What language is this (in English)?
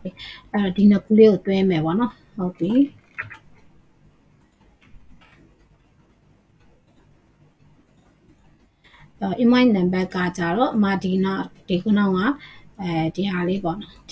Burmese